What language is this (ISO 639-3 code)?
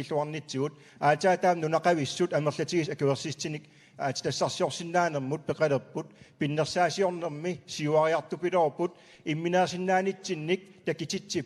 kal